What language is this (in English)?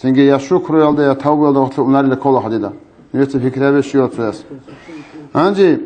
Avaric